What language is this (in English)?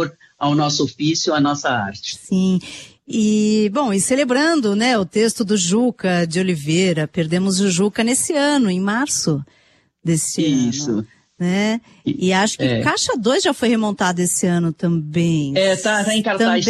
Portuguese